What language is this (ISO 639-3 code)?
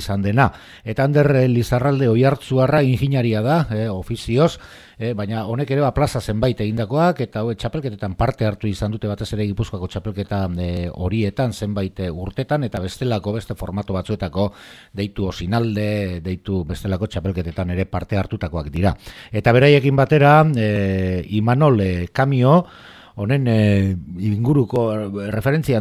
eus